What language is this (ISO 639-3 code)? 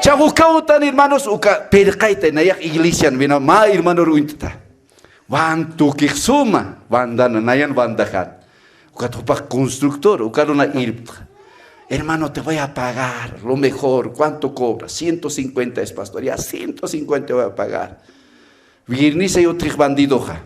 aym